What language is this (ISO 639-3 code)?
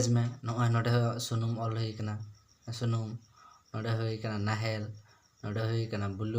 sat